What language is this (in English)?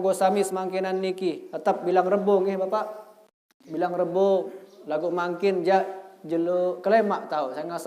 Sasak